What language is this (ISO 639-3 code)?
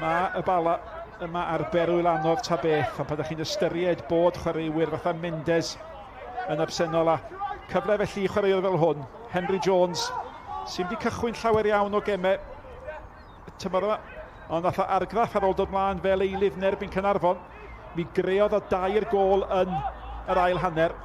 cym